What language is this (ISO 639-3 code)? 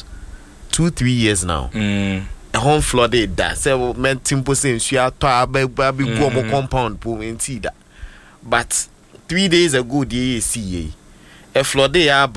aka